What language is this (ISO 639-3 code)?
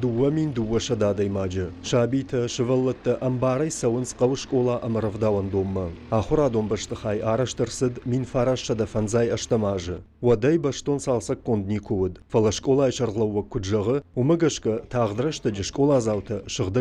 oss